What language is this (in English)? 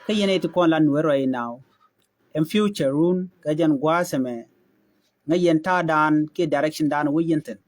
Nuer